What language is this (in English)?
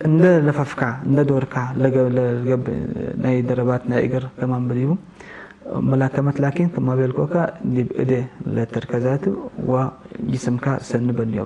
Tigre